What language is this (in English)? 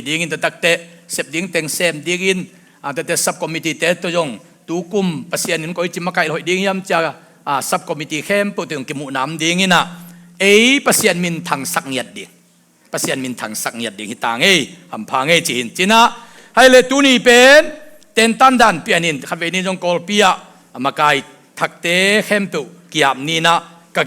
Tedim Chin